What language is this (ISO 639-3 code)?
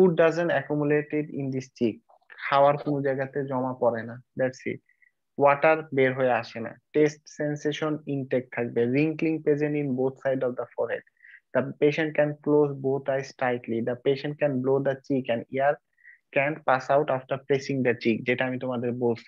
ben